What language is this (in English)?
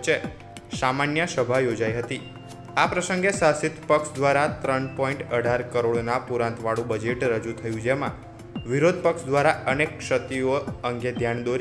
Gujarati